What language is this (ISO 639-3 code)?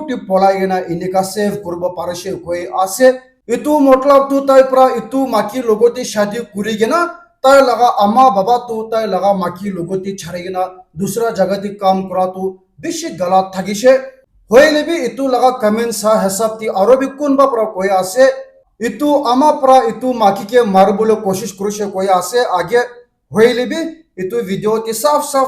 nag